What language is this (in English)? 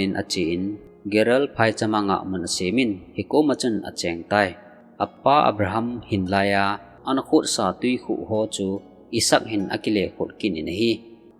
Thado Chin